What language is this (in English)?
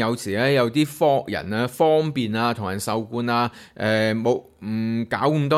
Cantonese